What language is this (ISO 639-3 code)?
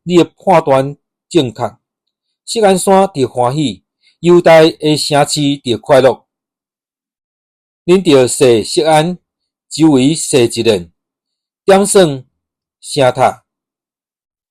nan